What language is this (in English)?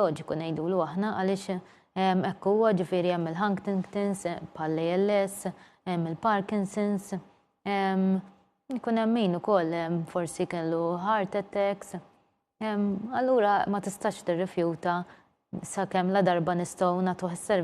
Maltese